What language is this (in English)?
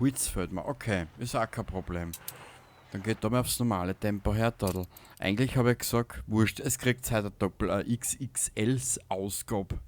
Bavarian